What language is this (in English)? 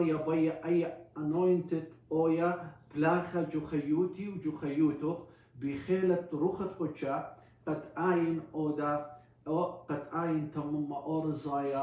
Assyrian Neo-Aramaic